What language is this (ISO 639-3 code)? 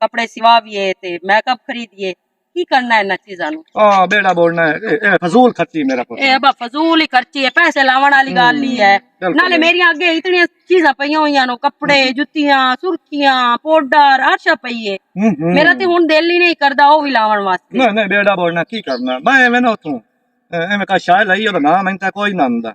lah